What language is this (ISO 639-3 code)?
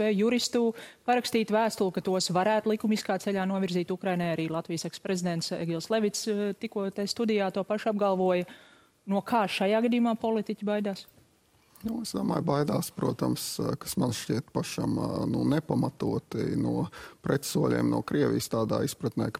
lav